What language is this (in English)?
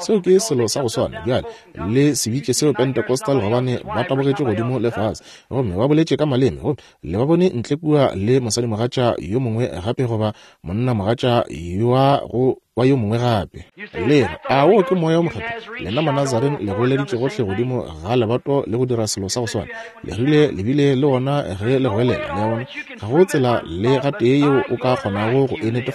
Northern Sotho